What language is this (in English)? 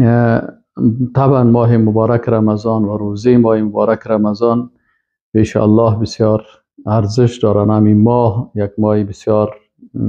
Persian